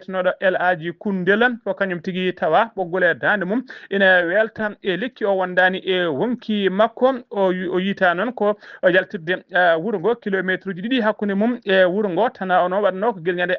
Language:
Fula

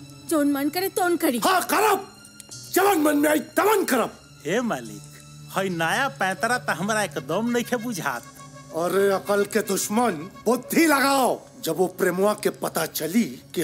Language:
Bhojpuri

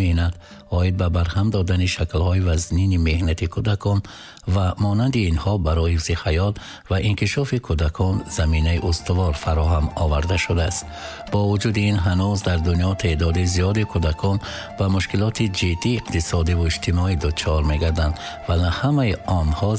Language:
Tajik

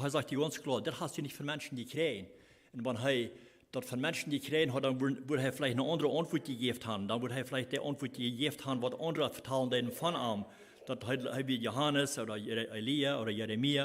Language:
Plautdietsch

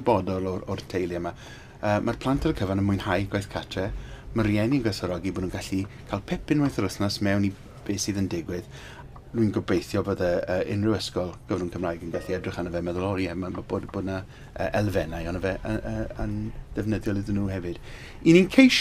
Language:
Welsh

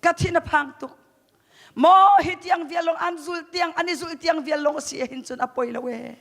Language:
Hakha Chin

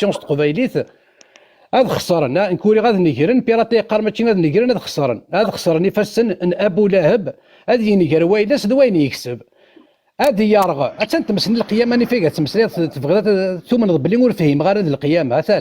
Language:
Kabyle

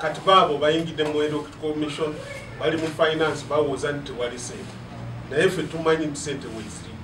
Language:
Ganda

